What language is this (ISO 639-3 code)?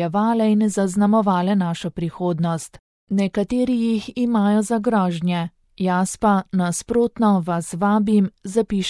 slv